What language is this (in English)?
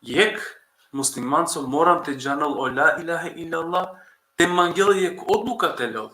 Balkan Romani